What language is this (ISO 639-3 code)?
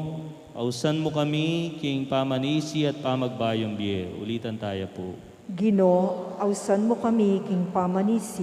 pam